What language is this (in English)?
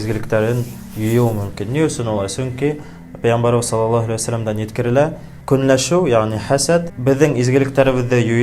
Bashkir